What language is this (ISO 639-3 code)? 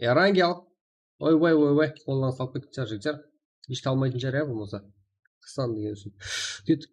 kaa